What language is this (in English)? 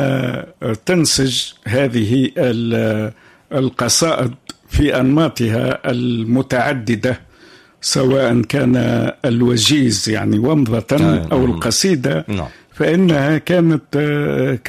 Tunisian Arabic